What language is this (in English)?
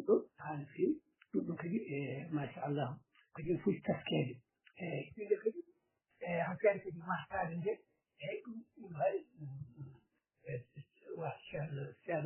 Fula